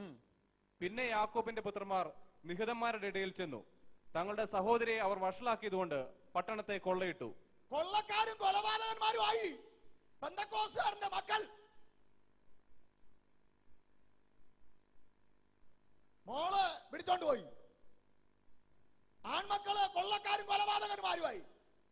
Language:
Malayalam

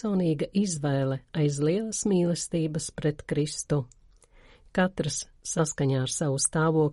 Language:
Latvian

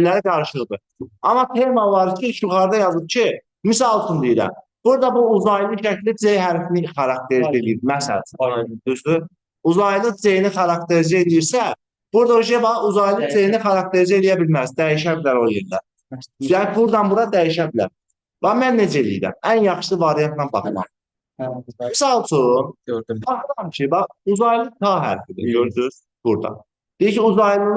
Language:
Azerbaijani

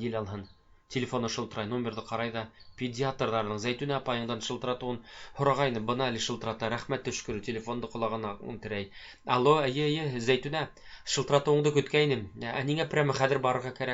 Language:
Bashkir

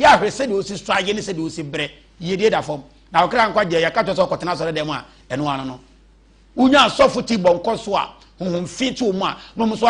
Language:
Akan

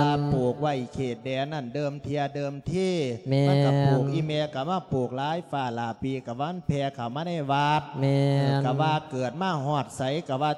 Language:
Lao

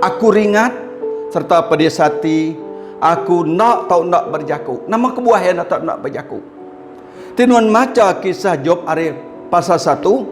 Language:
Iban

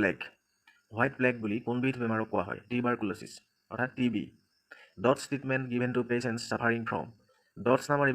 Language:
Assamese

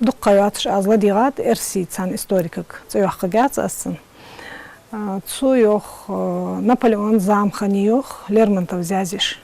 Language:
Ingush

